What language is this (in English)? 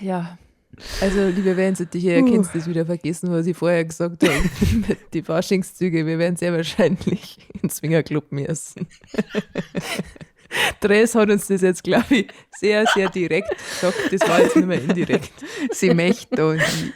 Bavarian